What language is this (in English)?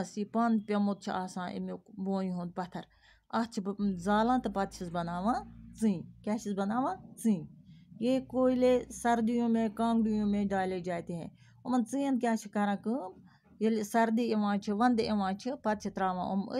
Kashmiri